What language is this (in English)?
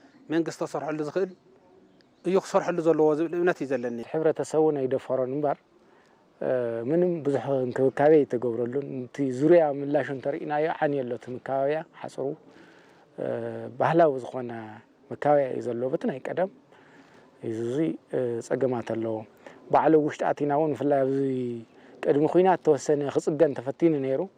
Tigrinya